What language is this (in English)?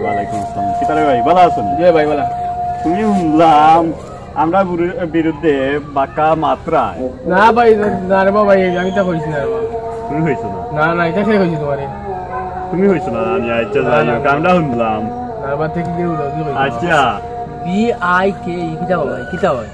Sylheti